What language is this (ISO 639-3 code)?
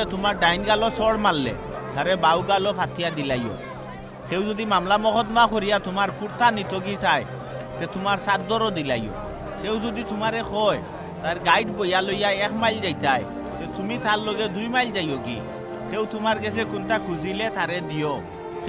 syl